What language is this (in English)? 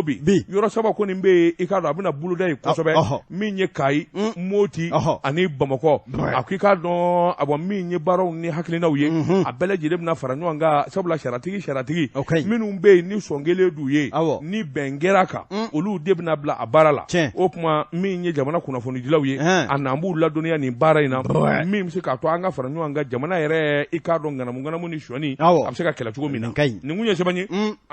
Bambara